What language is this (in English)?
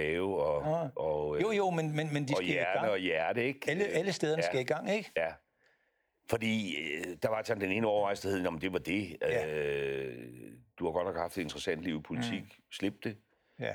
Danish